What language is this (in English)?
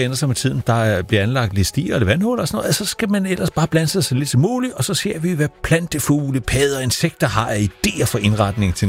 Danish